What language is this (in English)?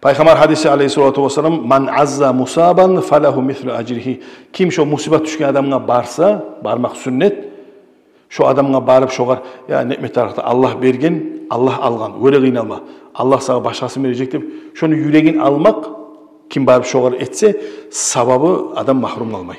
Kumyk